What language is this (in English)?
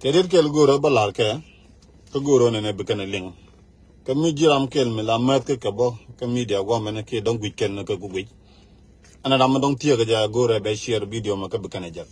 Nuer